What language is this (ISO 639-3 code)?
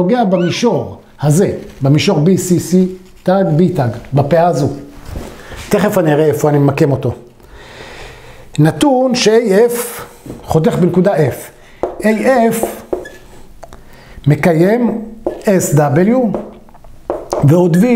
heb